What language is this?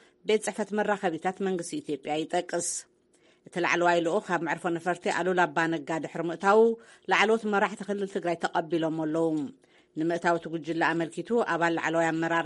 Tigrinya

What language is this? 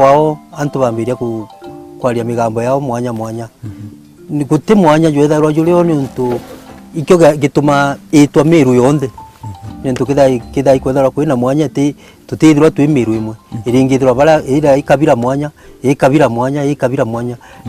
Meru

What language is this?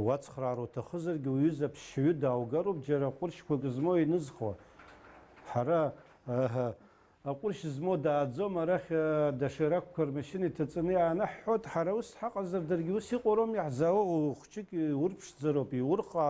Abkhazian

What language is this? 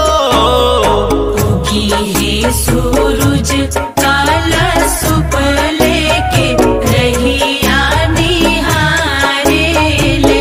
Bhojpuri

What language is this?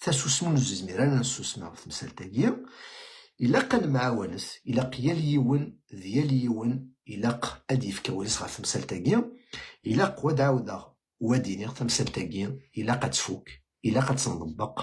Kabyle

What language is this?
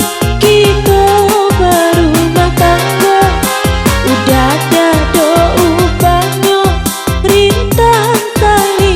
Minangkabau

